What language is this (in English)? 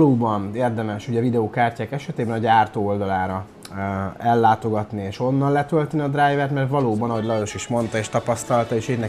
Hungarian